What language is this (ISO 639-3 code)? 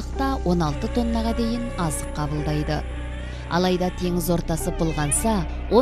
kaz